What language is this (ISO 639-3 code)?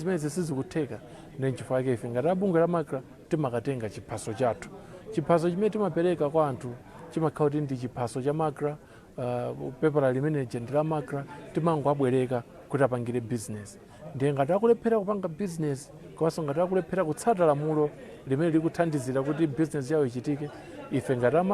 nya